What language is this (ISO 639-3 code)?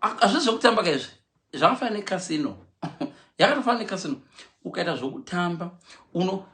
sna